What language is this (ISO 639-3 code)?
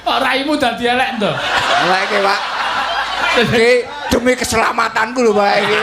jav